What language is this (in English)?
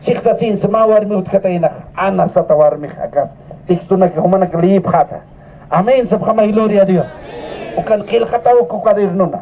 Aymara